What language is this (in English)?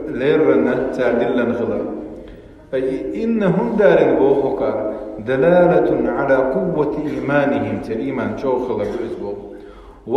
Chechen